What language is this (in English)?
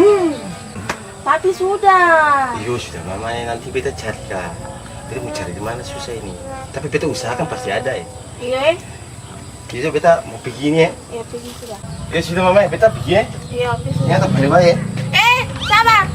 Ambonese Malay